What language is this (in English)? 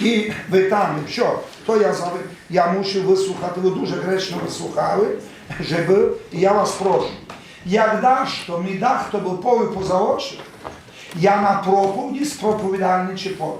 Rusyn